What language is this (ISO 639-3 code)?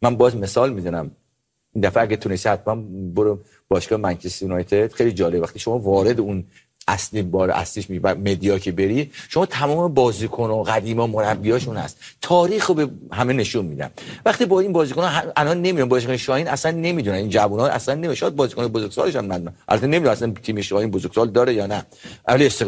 fas